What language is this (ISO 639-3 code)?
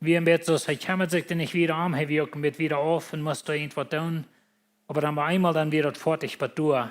pdt